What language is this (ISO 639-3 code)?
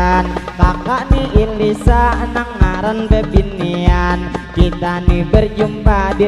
bjn